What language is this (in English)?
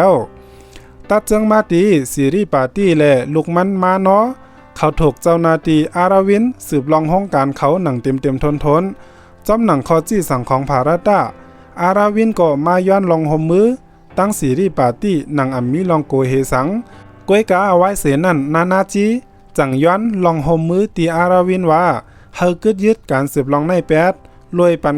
Shan